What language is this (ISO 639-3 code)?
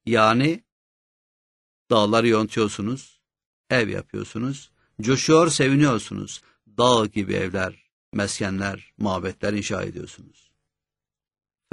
tur